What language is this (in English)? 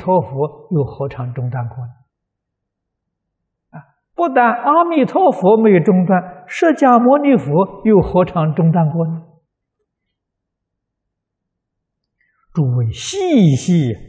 Chinese